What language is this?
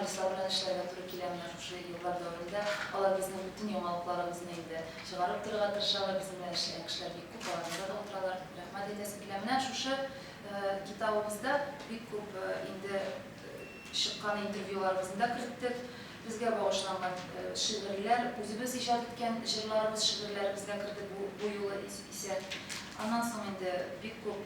Tatar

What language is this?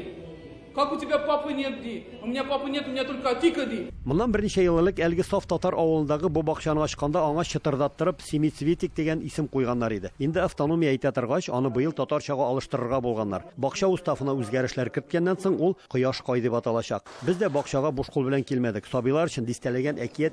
Tatar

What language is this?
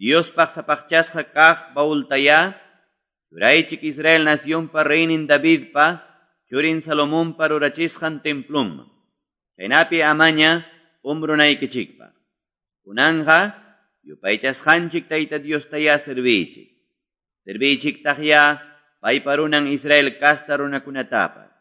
Quechua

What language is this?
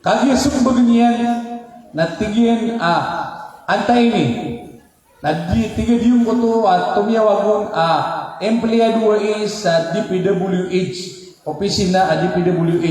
Maranao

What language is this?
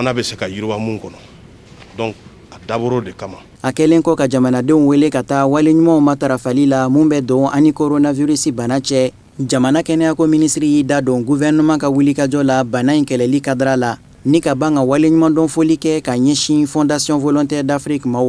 Bambara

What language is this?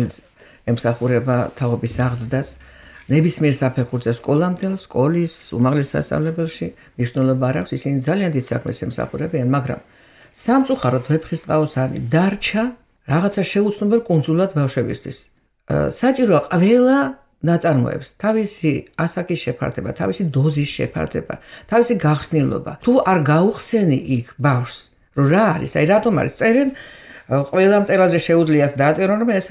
Georgian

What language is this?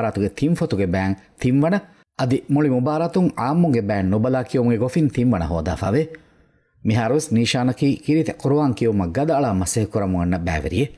Divehi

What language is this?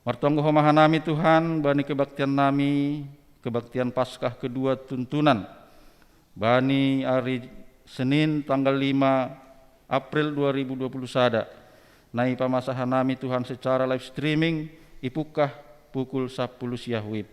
Batak Simalungun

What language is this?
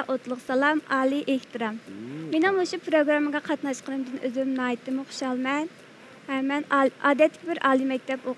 Uyghur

